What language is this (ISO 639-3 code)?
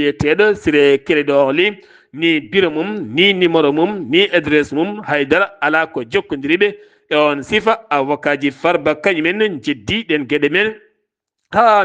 ful